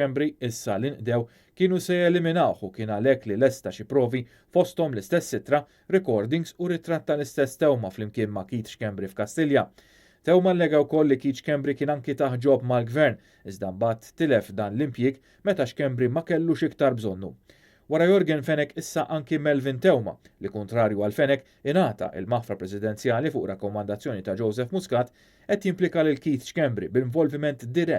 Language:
Maltese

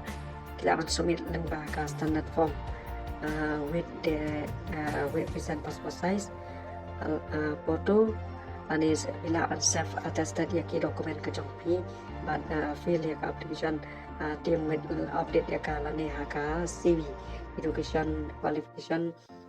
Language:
Khasi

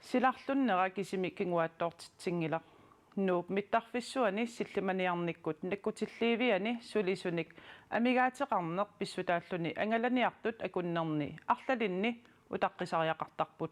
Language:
Kalaallisut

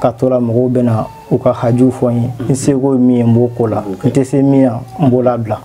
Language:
Bambara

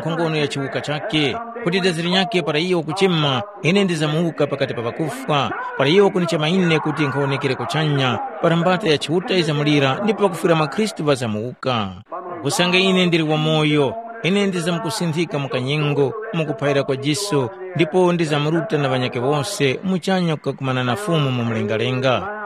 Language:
Tumbuka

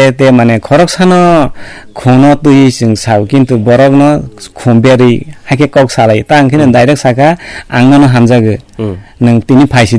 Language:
Kok Borok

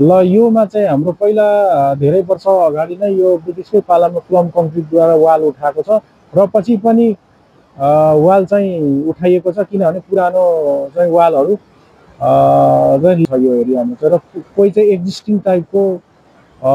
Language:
Nepali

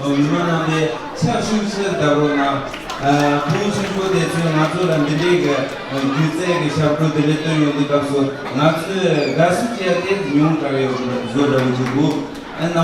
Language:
Tibetan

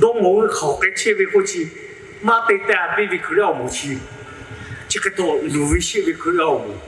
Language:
Lahu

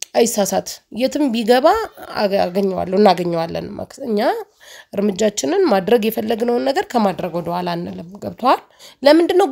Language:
Amharic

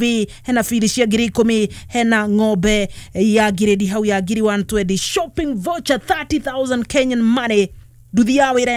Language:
Kikuyu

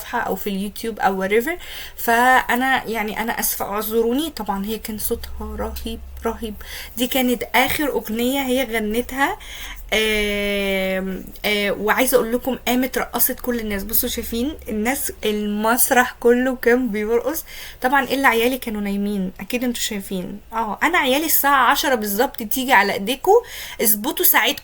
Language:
Egyptian Arabic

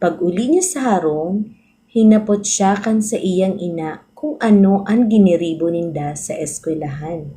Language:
Bikol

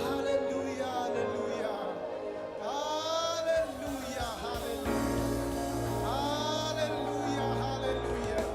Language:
Marshallese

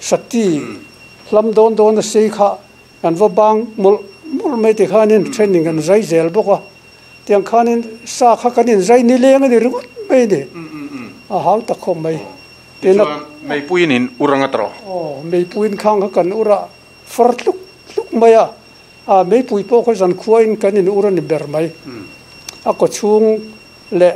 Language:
Mizo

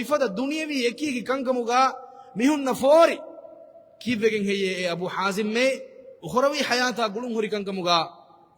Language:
Divehi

